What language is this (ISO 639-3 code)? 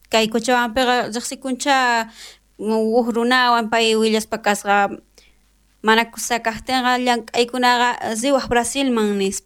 quh